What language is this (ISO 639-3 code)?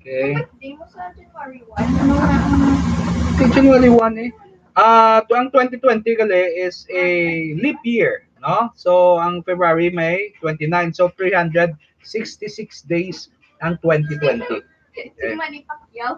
hil